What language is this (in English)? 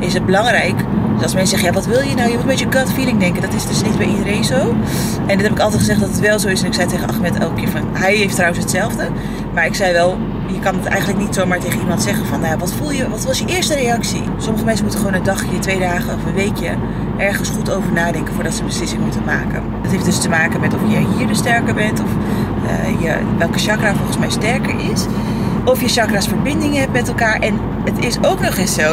Dutch